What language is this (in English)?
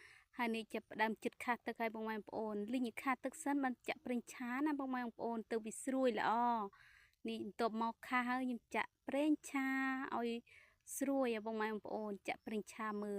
Khmer